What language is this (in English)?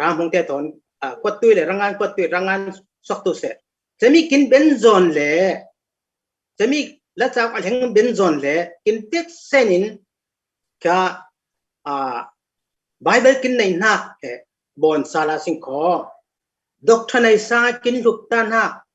Falam Chin